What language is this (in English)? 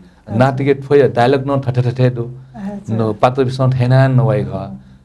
Newari